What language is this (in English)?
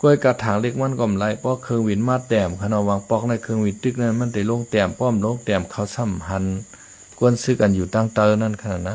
Shan